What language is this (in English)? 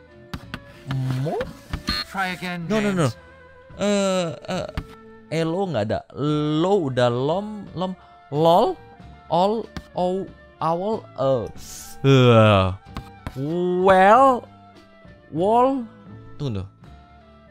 Indonesian